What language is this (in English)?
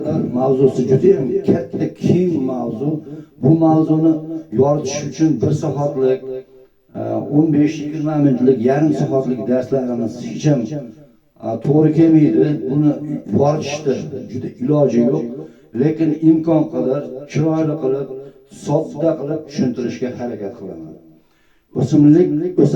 Uzbek